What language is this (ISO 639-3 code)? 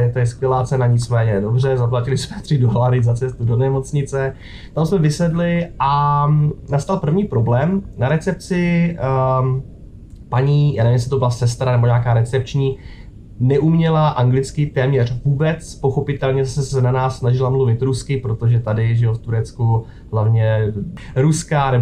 ces